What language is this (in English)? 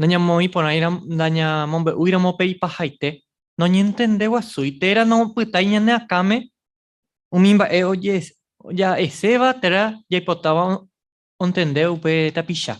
Guarani